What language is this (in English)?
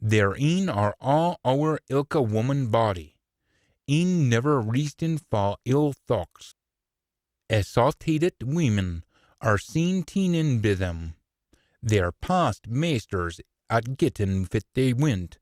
Scots